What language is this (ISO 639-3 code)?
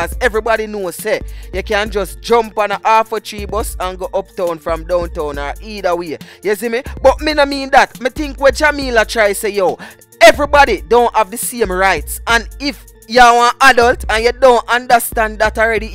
jam